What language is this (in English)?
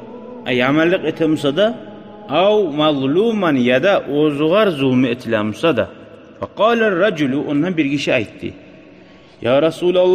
Kumyk